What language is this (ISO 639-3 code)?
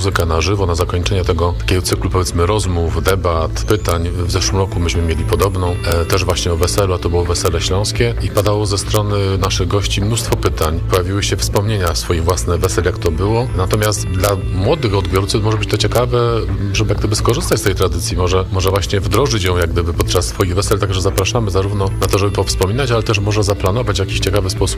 pol